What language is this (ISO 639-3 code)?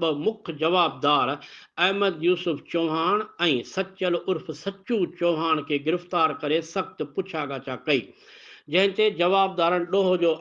snd